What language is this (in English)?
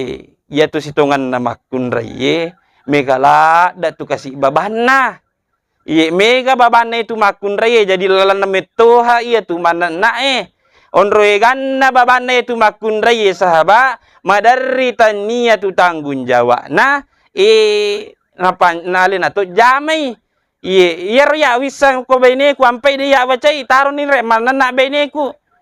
Buginese